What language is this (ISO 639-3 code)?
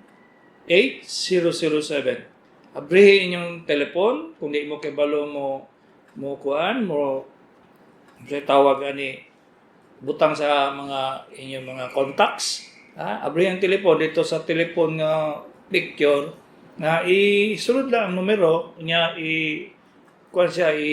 ceb